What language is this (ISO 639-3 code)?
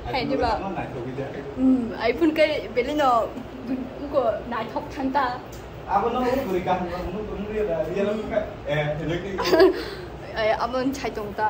trp